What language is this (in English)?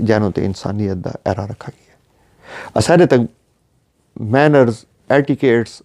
Saraiki